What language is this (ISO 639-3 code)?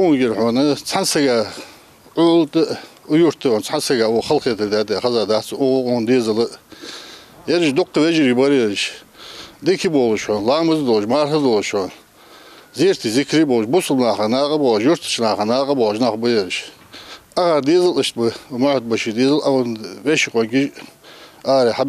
inh